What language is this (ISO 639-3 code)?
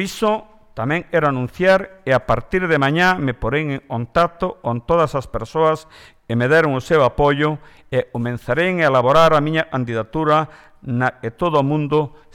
glg